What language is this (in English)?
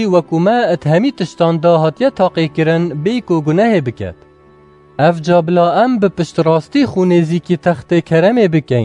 Kurdish